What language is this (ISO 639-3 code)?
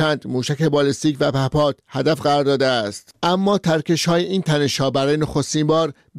fas